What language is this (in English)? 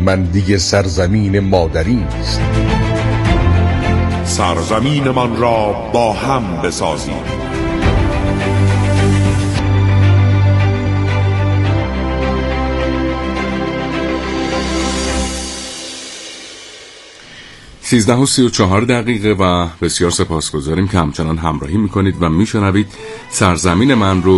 Persian